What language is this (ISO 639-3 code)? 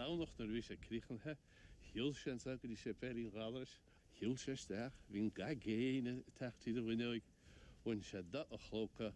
gle